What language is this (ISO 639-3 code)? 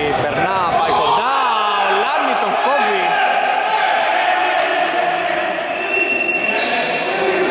ell